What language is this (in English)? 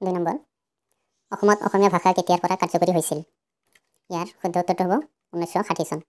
Assamese